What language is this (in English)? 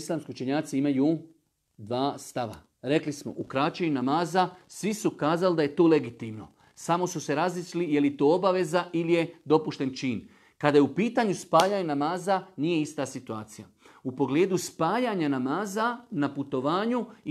Bosnian